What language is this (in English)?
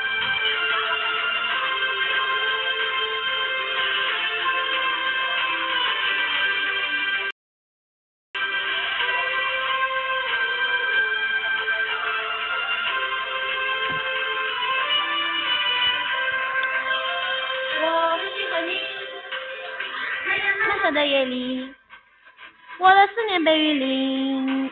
Chinese